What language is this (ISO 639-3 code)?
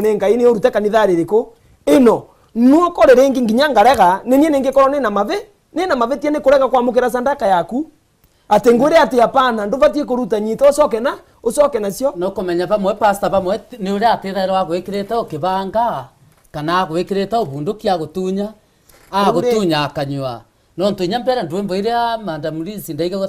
mer